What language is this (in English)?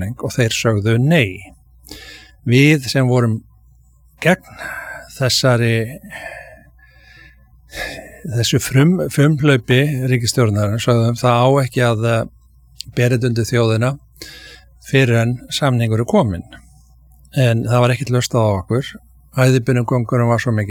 Icelandic